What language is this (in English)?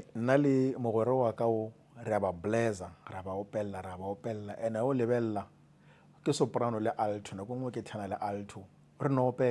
Northern Sotho